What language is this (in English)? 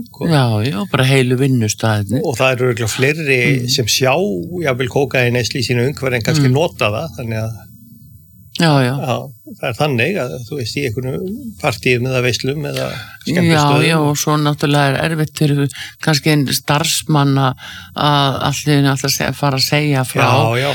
Icelandic